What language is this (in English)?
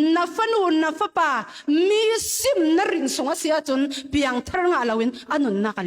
Falam Chin